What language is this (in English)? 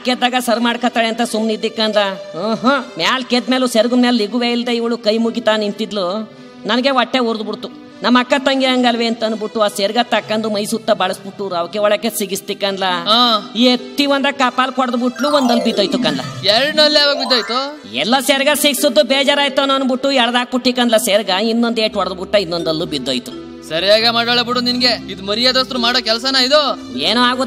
Kannada